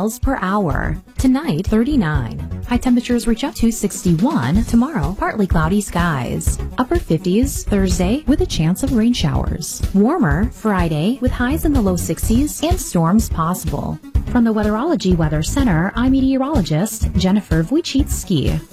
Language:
English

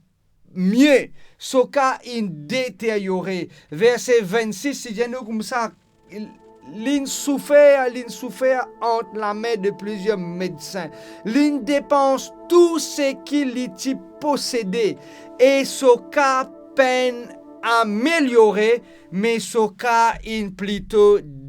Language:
Morisyen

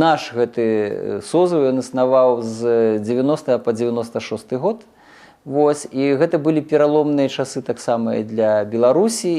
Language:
Belarusian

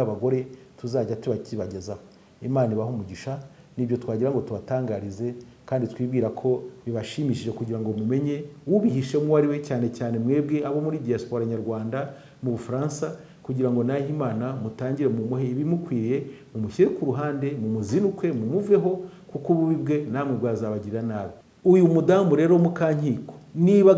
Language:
Kinyarwanda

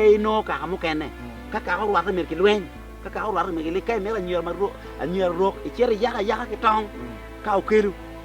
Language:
Acoli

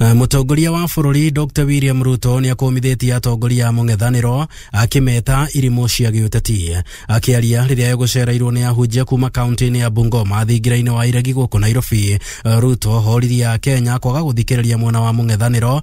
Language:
Kikuyu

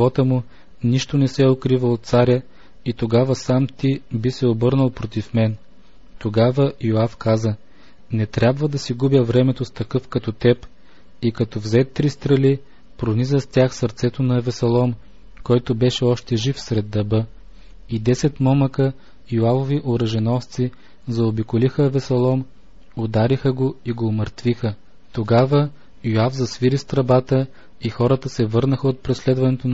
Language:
Bulgarian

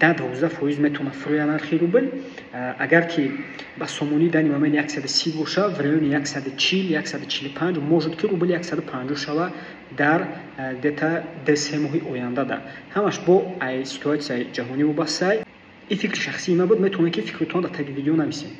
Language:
Tajik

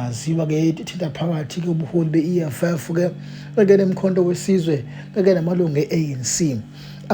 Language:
Zulu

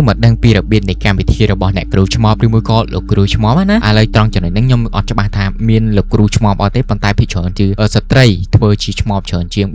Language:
Khmer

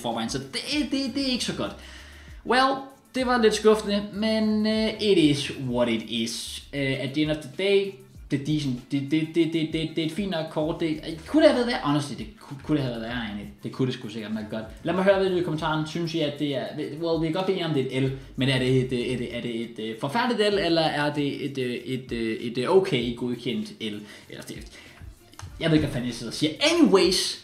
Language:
Danish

